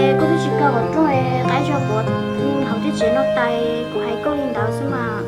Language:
Hmong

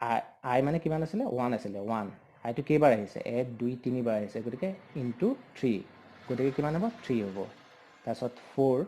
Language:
Assamese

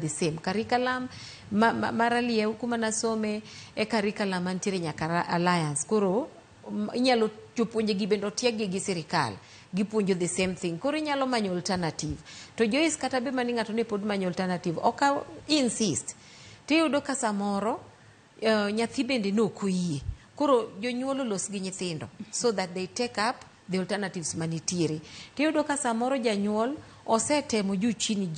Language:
Luo (Kenya and Tanzania)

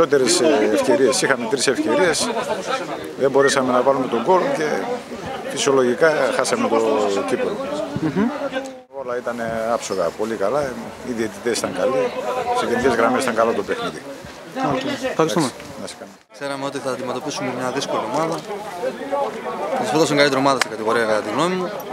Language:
Greek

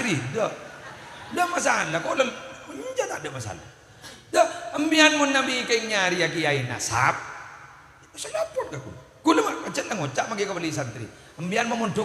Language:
Madurese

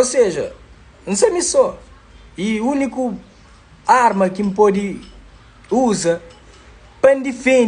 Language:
Kabuverdianu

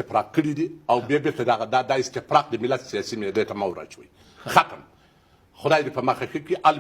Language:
Pashto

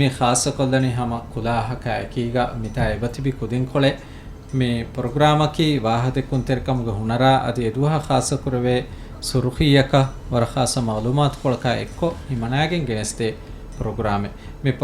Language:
Divehi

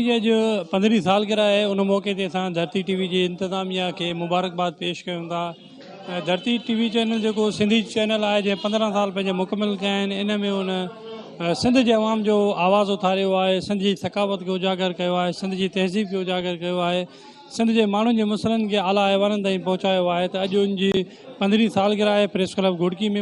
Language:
Sindhi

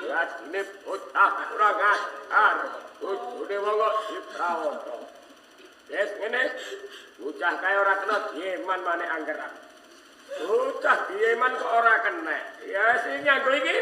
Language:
Javanese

